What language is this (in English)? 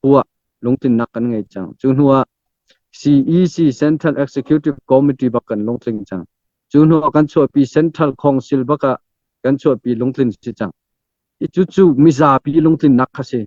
Hakha Chin